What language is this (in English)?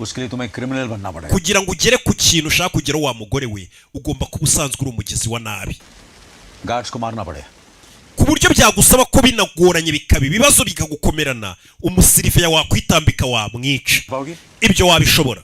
Kinyarwanda